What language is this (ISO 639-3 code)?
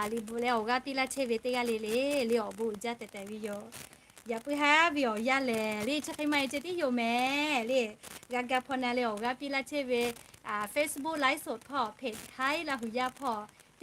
lhu